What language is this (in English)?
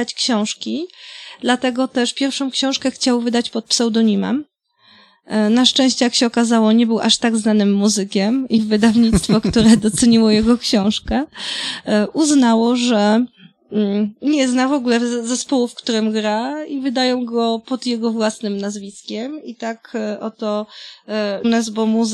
Polish